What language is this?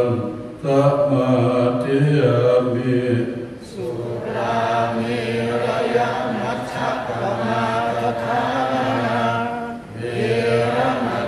Pali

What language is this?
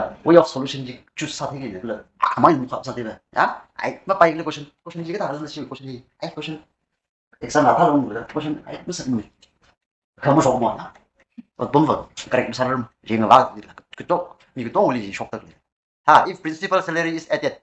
Tangkhul Naga (India)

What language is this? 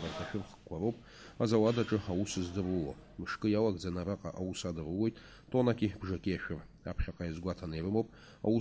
Abkhazian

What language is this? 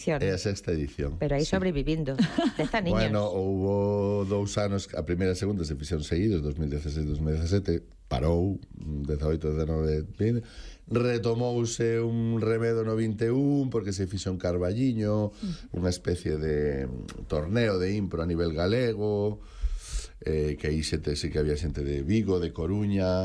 Galician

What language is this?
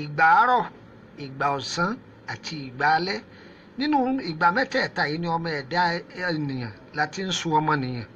Yoruba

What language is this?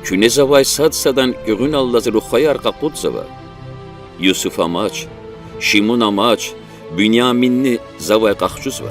Lezghian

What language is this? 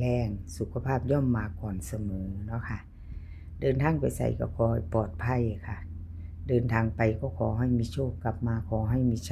Northeastern Thai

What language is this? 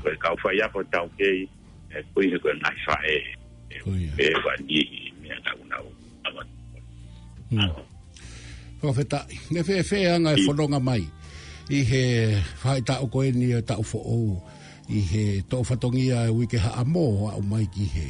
Tongan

